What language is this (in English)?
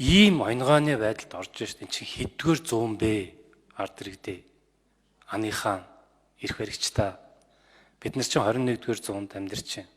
Mongolian